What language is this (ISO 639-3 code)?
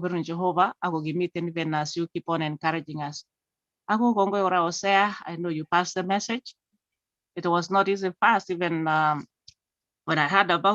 kln